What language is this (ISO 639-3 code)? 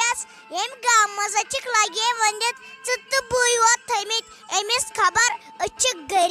kas